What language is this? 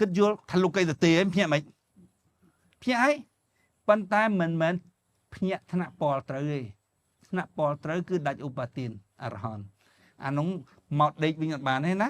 Khmer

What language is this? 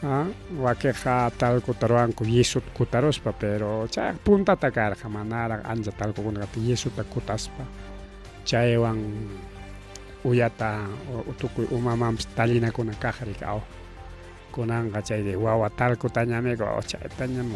Ayacucho Quechua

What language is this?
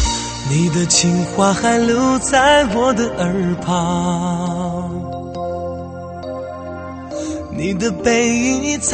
Chinese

